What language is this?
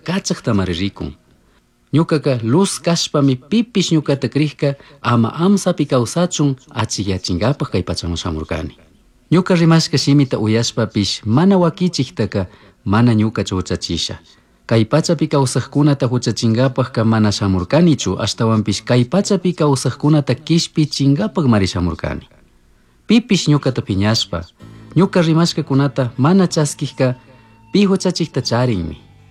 Chimborazo Highland Quichua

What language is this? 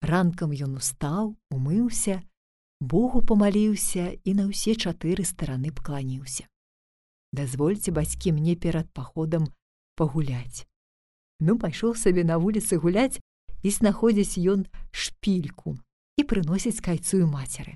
Belarusian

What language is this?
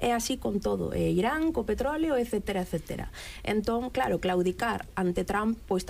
Galician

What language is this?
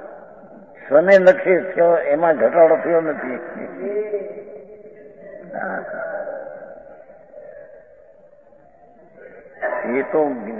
Gujarati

